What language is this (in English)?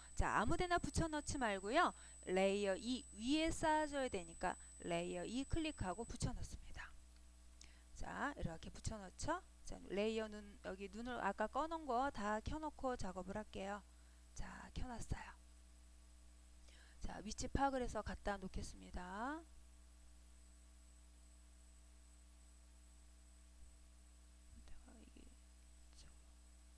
Korean